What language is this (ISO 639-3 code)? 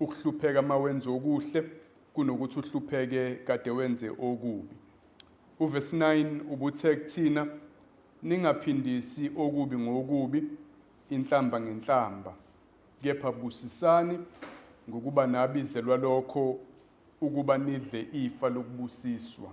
zul